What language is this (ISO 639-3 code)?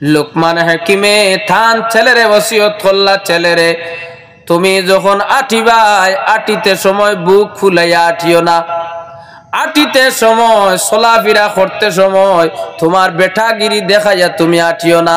syl